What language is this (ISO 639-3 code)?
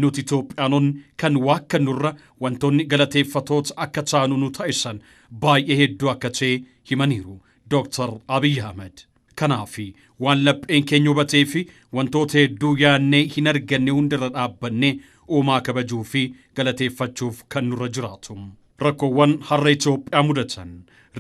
orm